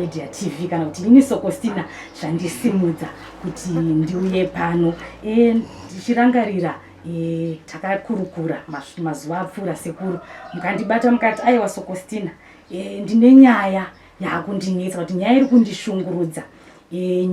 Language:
Shona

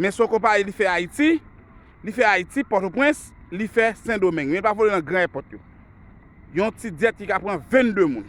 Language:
Haitian Creole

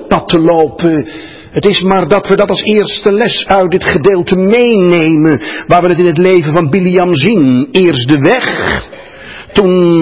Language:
Dutch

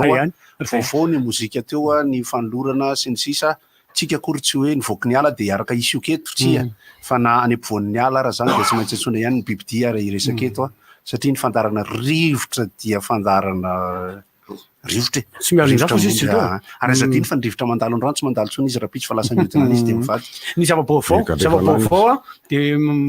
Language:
Malagasy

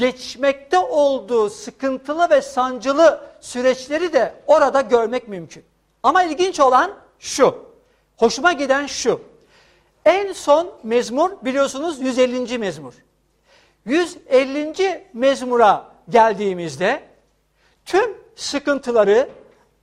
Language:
Turkish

